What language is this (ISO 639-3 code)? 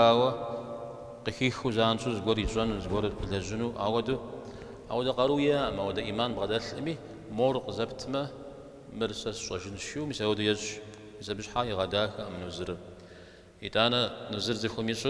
kbd